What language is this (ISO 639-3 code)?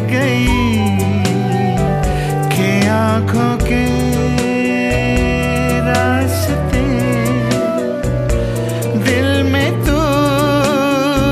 hin